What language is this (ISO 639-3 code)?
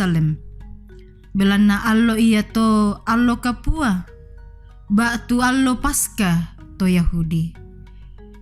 sda